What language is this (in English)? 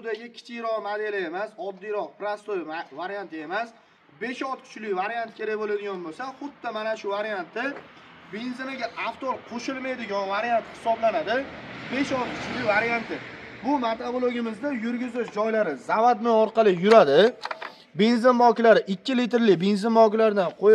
Uzbek